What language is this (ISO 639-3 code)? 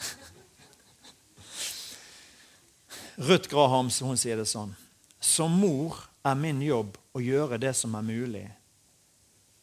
nor